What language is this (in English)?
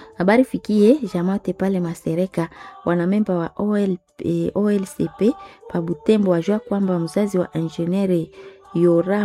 Swahili